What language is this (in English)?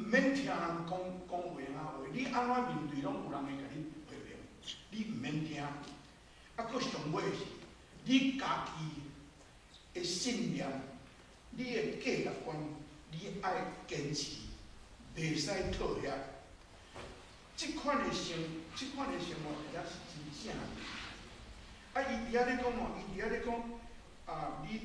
Min Nan Chinese